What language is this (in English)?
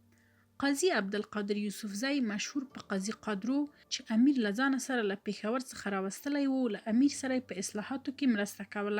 Pashto